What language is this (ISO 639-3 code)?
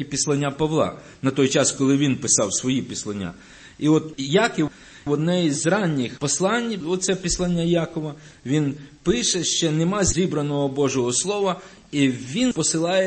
ukr